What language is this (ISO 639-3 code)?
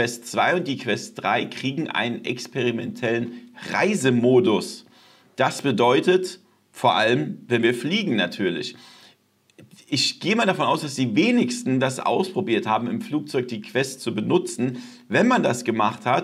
deu